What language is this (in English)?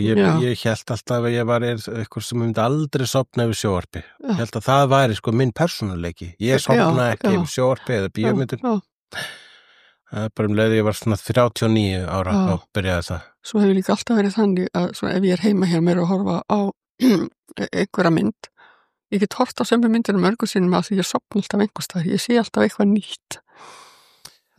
Icelandic